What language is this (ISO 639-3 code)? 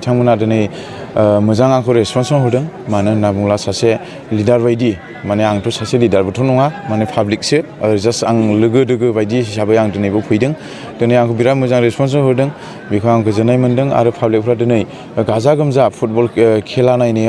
brx